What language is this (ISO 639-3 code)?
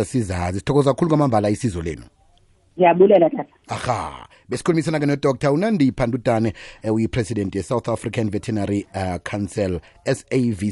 xho